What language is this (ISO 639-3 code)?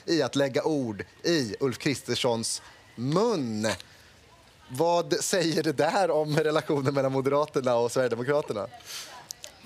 swe